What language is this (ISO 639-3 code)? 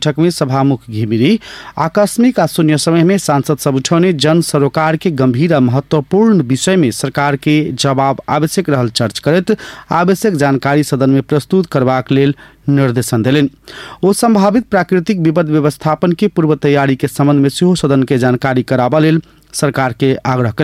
mai